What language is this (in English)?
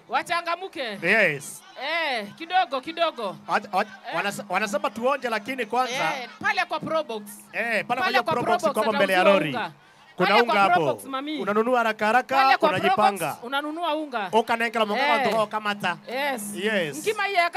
Meru